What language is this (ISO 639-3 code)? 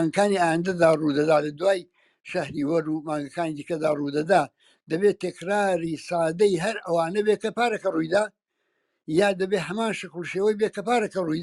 ckb